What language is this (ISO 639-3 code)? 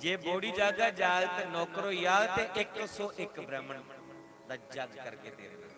doi